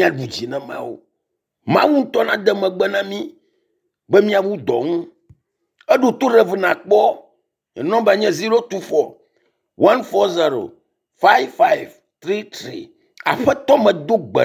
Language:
Ewe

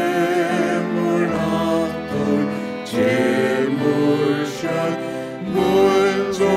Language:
Faroese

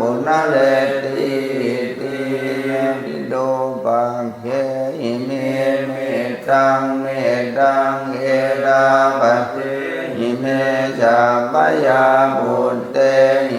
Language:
Pali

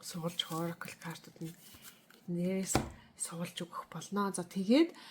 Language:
Mongolian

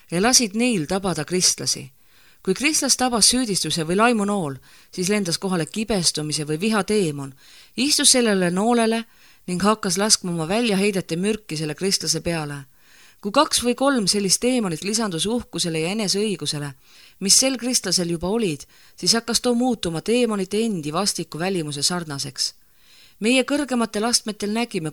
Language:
Estonian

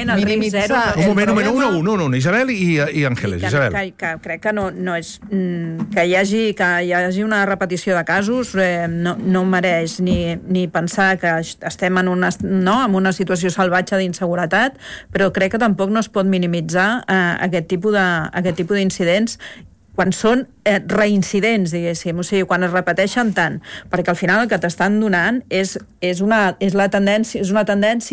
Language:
Catalan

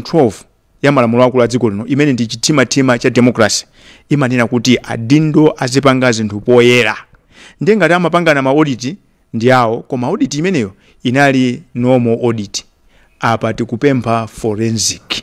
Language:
Nyanja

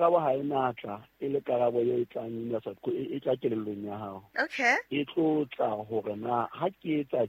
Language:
Southern Sotho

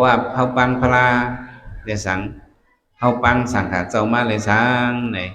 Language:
Shan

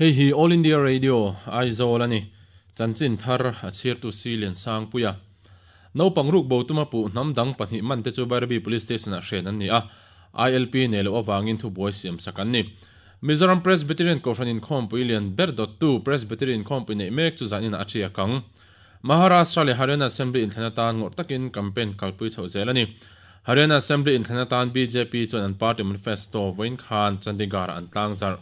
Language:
Mizo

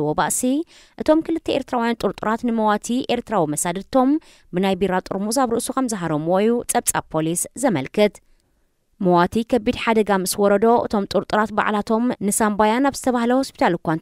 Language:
Tigrinya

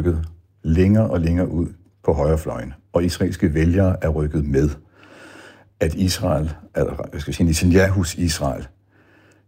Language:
Danish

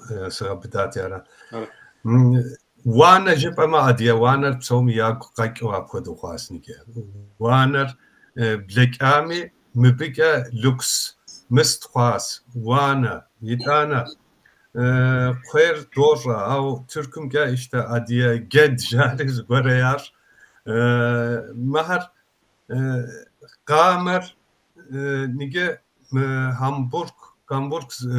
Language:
Kabardian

